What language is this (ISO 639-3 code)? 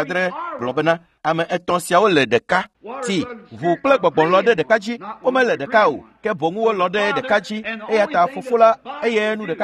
ewe